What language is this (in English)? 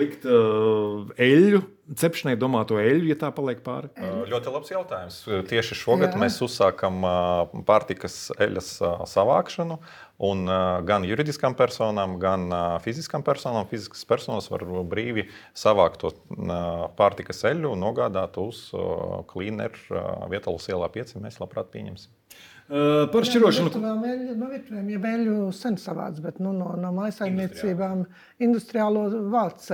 Latvian